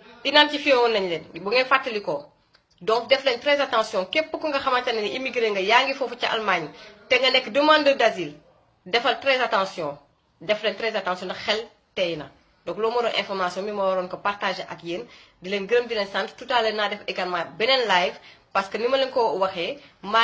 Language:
Wolof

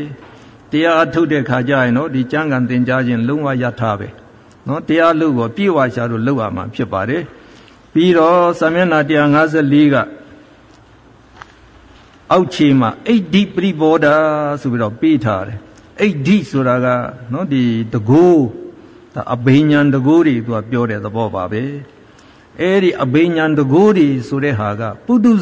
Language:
Burmese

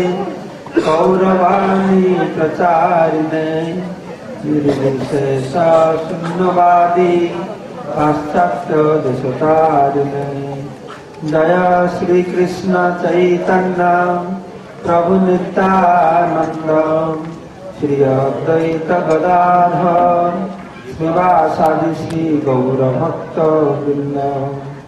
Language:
Odia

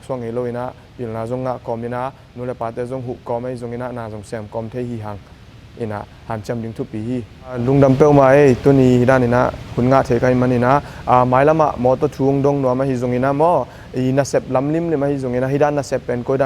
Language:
Tedim Chin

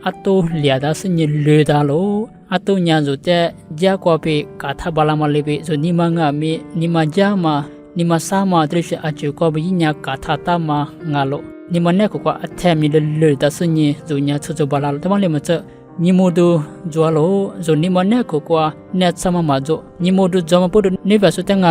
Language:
Lisu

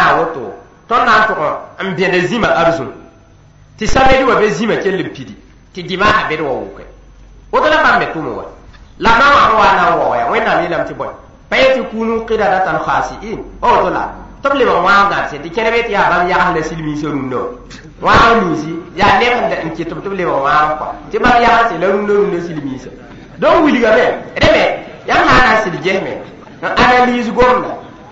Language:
Mossi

